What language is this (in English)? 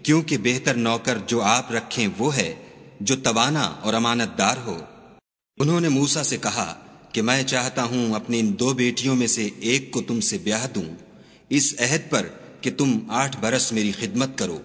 Urdu